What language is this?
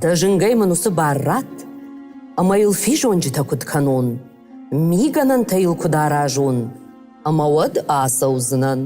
Ossetic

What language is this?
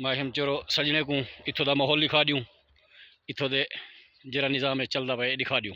Saraiki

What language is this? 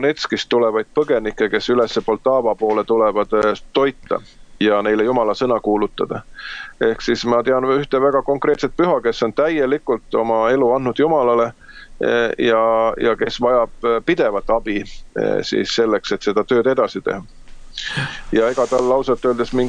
Estonian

